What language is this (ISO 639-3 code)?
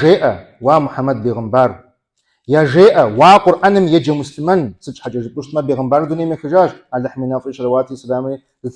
kbd